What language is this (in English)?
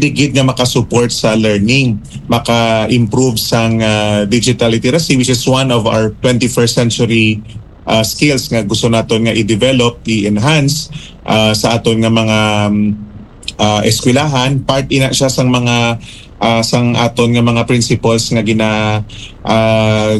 Hiligaynon